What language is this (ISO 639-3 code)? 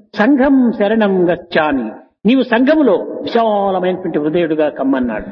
tel